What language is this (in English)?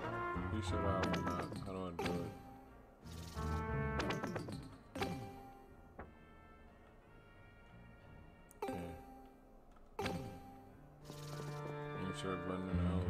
English